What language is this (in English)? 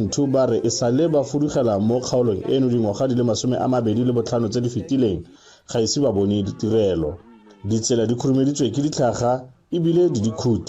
Tswana